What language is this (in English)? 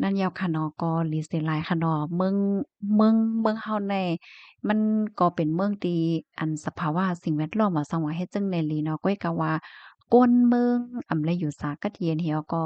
Shan